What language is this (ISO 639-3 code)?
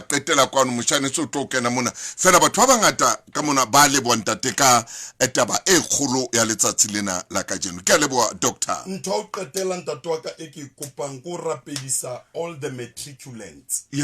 sot